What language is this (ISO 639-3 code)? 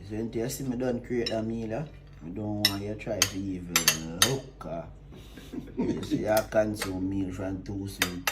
jam